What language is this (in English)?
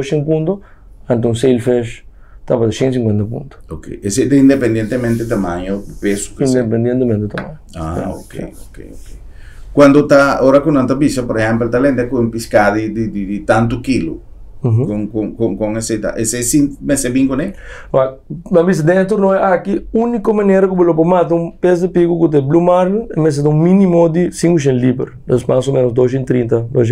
Papiamento